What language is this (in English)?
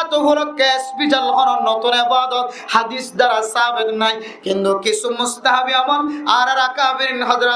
Rohingya